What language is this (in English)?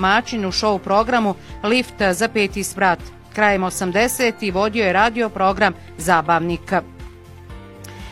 Bosnian